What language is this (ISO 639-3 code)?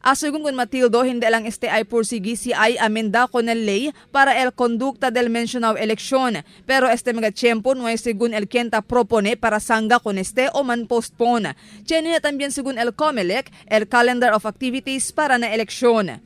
cbk